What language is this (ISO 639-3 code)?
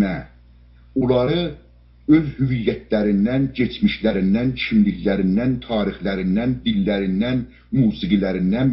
azb